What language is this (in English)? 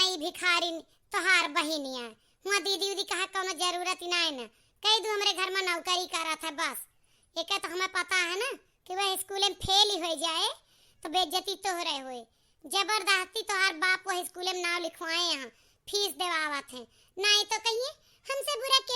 Awadhi